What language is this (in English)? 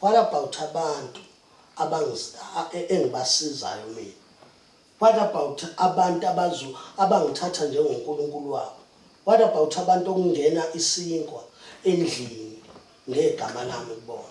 Zulu